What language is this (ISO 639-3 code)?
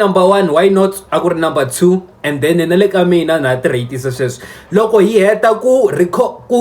tso